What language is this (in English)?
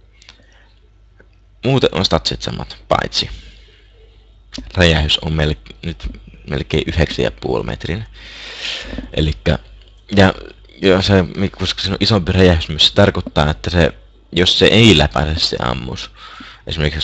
Finnish